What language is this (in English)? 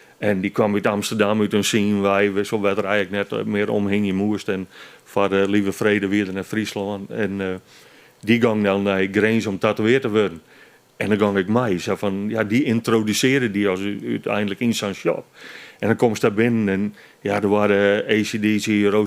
Western Frisian